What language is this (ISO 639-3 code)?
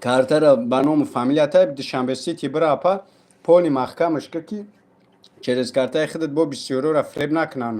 tgk